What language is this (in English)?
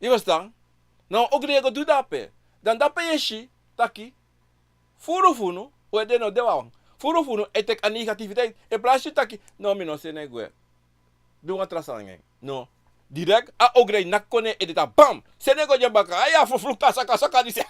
Sranan Tongo